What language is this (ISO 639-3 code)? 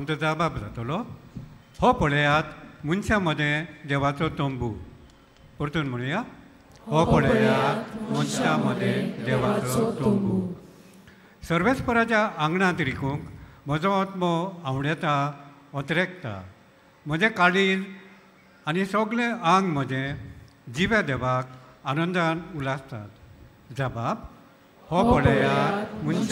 kok